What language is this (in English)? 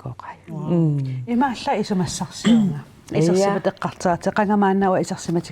Kalaallisut